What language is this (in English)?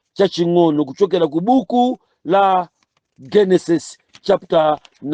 Nyanja